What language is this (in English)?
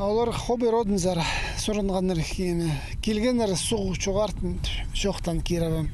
Khakas